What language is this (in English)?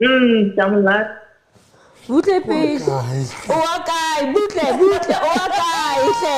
Southern Sotho